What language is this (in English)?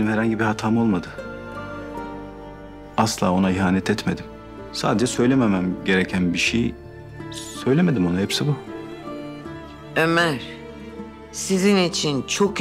Turkish